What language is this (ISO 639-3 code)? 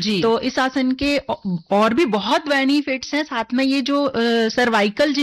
hin